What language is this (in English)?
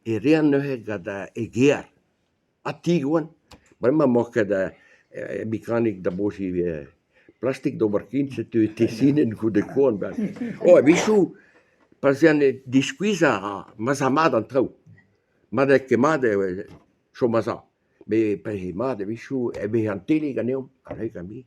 Breton